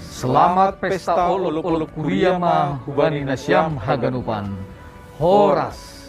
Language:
Batak Simalungun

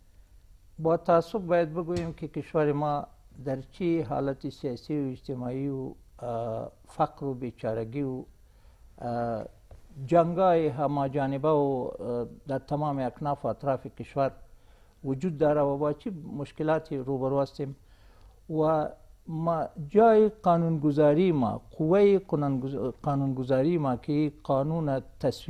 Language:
Persian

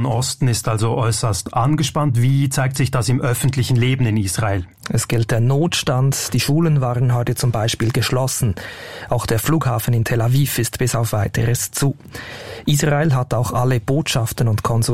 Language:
German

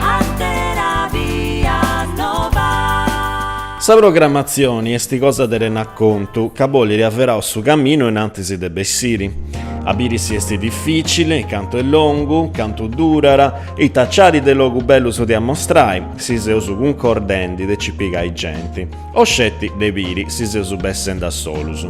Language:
Sardinian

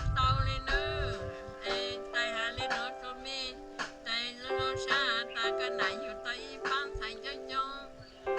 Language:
Hmong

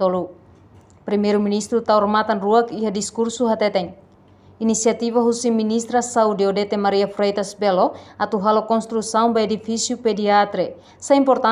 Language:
Tetum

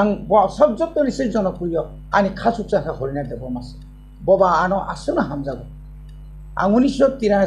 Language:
Kok Borok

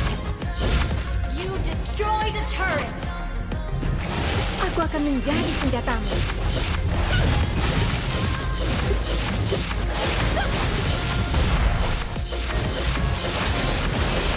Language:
Indonesian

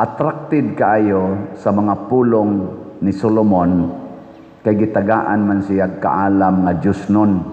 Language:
Cebuano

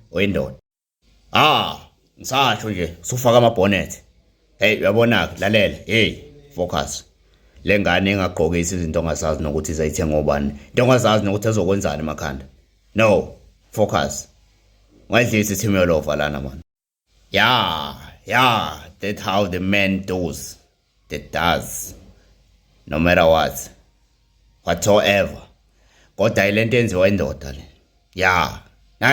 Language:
Zulu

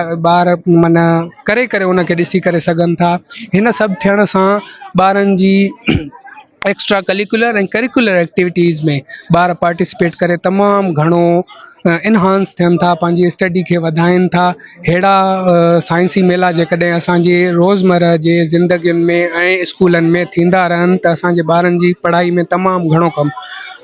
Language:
Sindhi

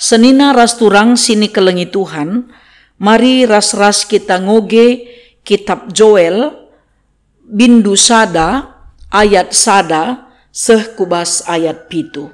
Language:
Batak Karo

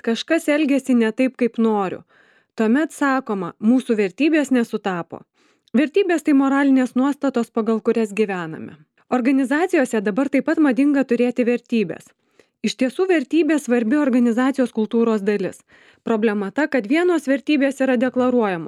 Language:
Lithuanian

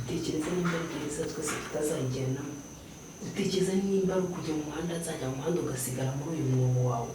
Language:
Kinyarwanda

